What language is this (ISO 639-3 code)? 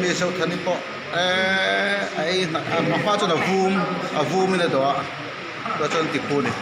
lus